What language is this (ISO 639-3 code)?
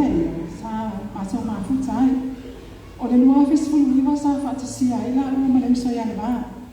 smo